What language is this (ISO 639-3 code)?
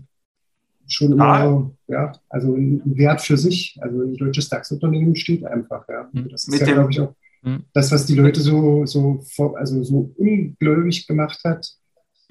deu